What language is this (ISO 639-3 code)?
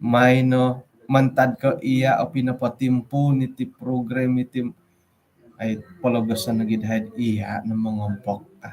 dtp